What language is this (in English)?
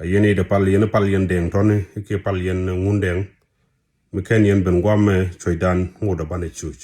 Nuer